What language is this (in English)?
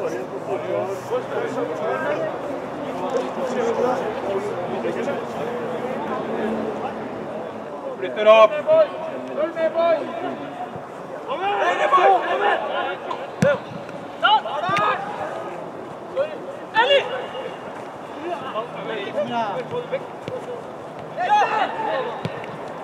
Norwegian